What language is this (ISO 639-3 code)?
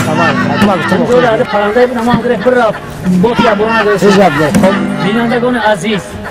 tgk